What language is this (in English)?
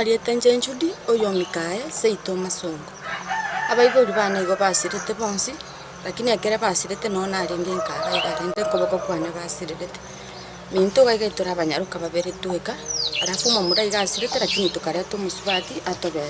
Gusii